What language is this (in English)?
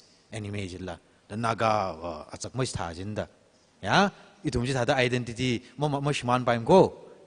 Tangkhul Naga (India)